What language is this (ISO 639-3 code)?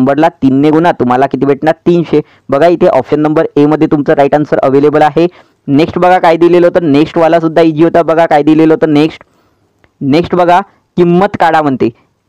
mar